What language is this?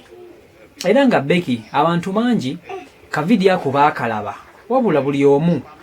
Ganda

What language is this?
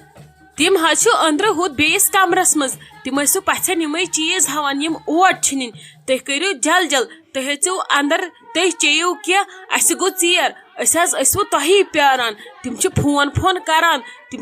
Kashmiri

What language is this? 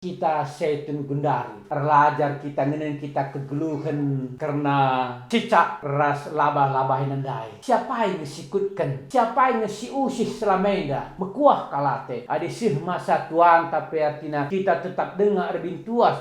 Batak Karo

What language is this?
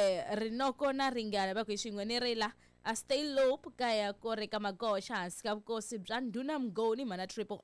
Tsonga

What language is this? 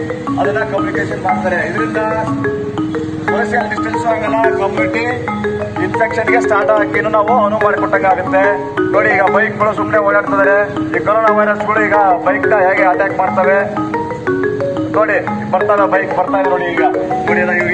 Kannada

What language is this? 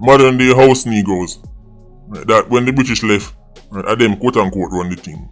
Jamaican Creole English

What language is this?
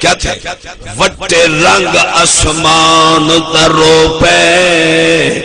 Saraiki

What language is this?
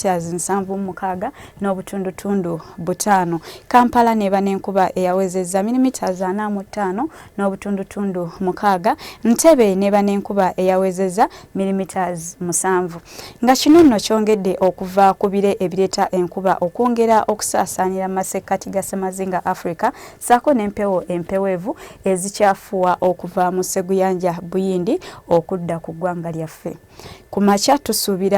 Ganda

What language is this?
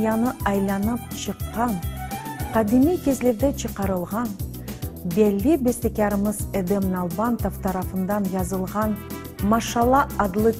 Crimean Tatar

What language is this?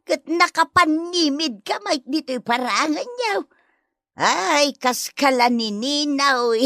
Iloko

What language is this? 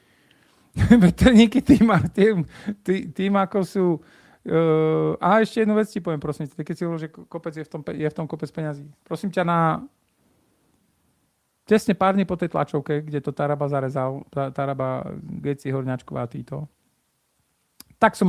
Slovak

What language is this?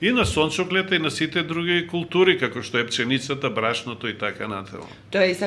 Macedonian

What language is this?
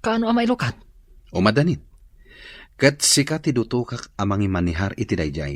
Iloko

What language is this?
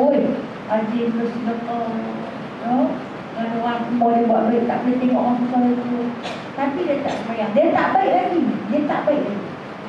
Malay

